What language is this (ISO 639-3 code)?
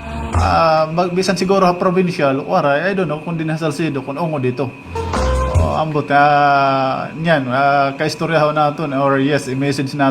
war